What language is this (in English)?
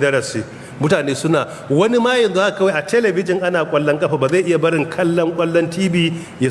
Hausa